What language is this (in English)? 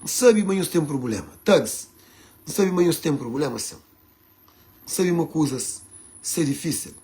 Kabuverdianu